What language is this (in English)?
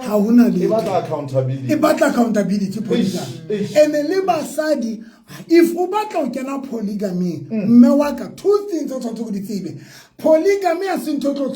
Southern Sotho